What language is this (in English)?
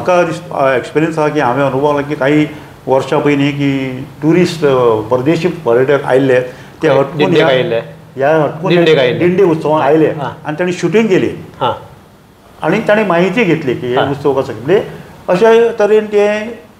Konkani